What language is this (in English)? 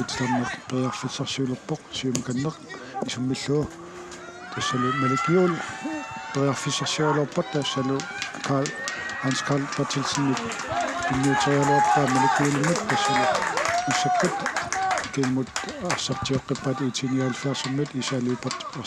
Kalaallisut